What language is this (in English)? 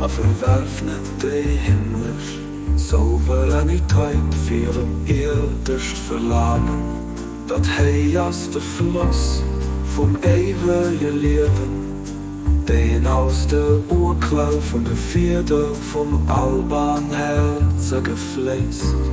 Luxembourgish